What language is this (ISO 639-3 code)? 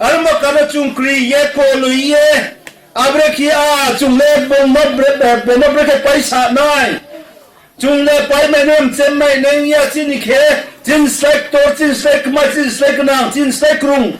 ria